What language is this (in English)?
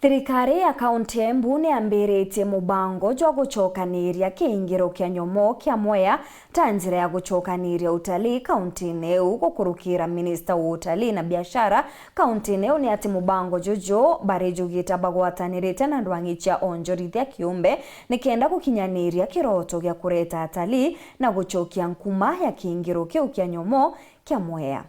Meru